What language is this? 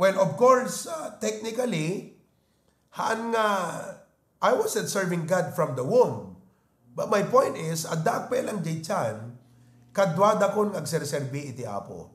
Iloko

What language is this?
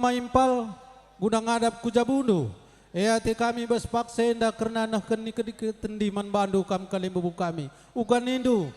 Batak Karo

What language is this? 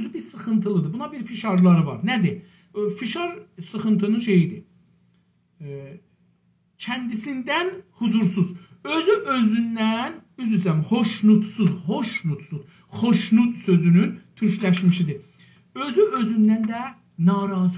South Azerbaijani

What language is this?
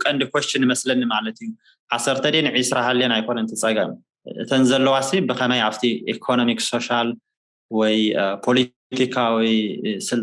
Tigrinya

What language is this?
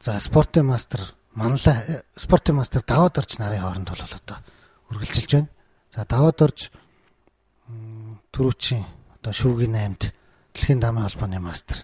Mongolian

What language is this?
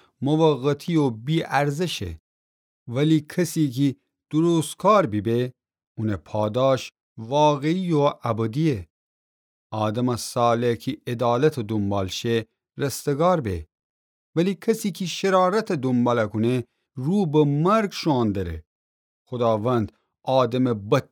Gilaki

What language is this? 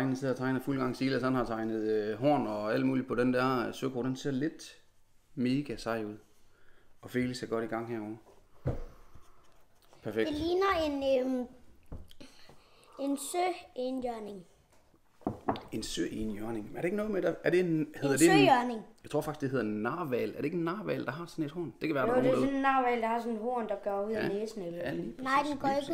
Danish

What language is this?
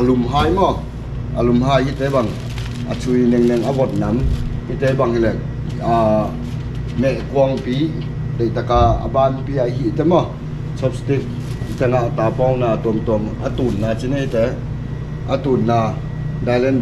Tedim Chin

